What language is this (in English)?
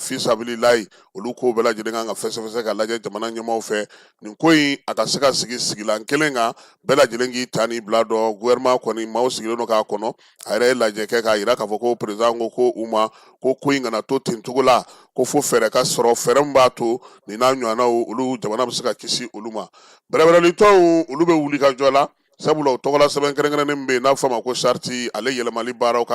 Bambara